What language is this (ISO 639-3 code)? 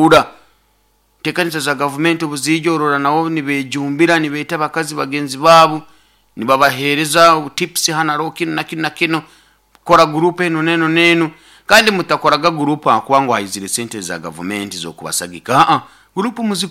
nyo